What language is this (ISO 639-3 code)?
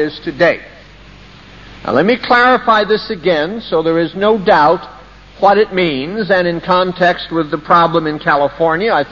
eng